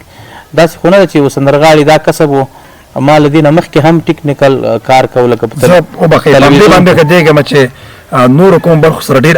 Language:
Pashto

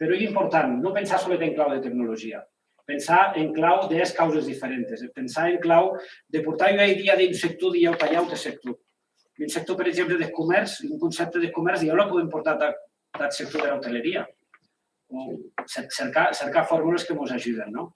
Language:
Occitan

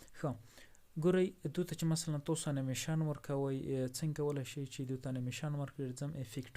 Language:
Pashto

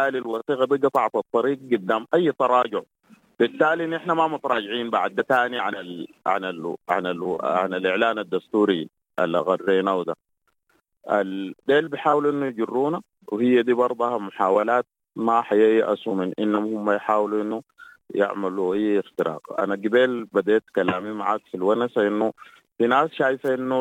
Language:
Sudanese Arabic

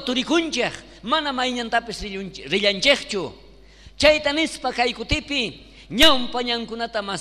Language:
South Bolivian Quechua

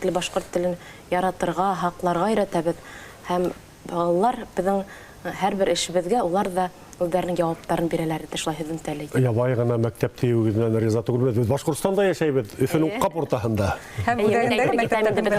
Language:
Bashkir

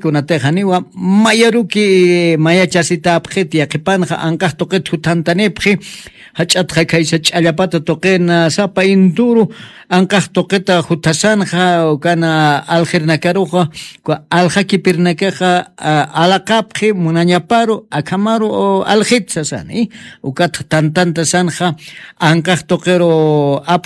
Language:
Aymara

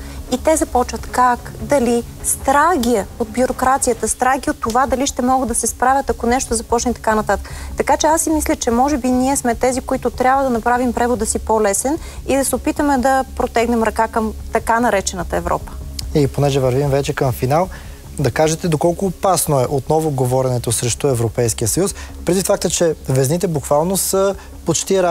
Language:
Bulgarian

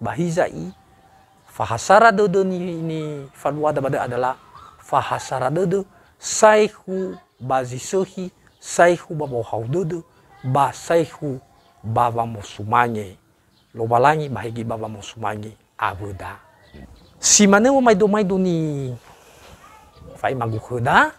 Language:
Nias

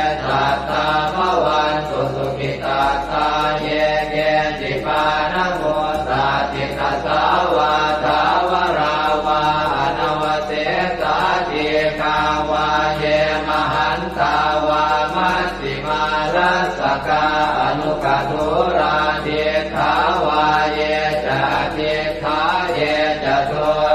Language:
Pali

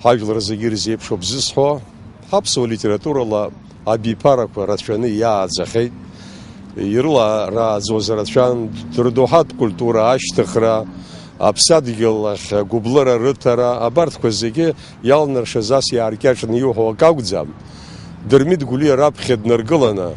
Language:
Abkhazian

